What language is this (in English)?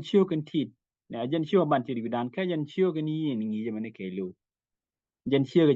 Nuer